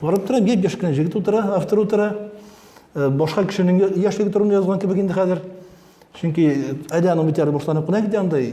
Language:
Tatar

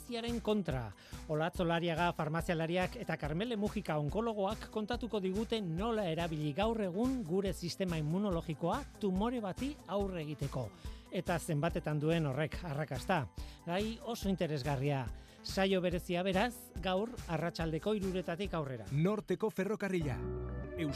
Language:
Basque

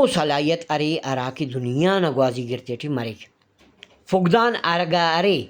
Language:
Brahui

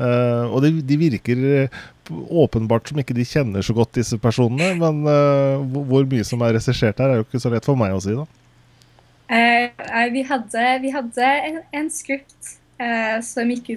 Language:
Norwegian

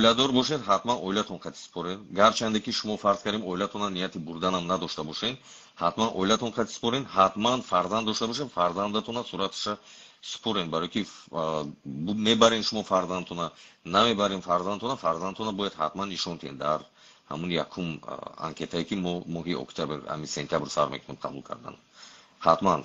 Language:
Tajik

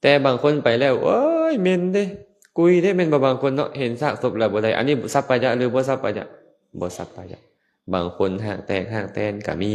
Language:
Lao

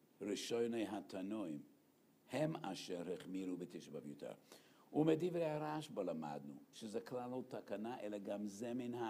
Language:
Hebrew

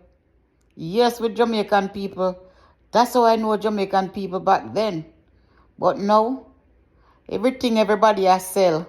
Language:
Jamaican Creole English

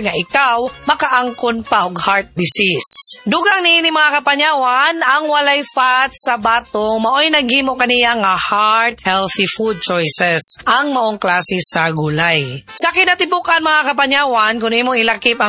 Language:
Cebuano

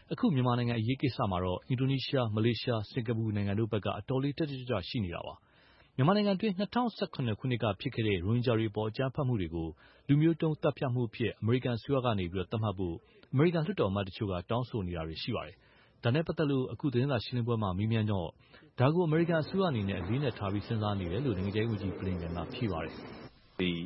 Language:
Burmese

